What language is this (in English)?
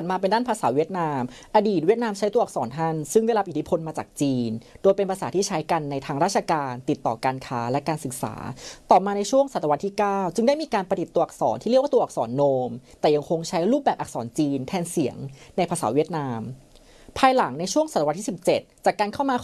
Thai